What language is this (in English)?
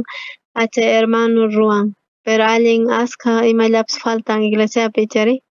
South Bolivian Quechua